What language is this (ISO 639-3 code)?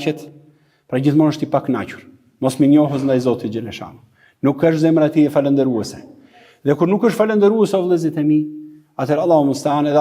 sqi